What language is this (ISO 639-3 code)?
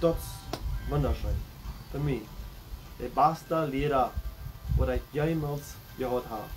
pdt